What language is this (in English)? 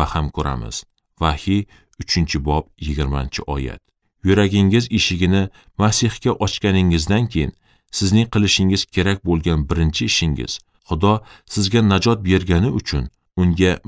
Uzbek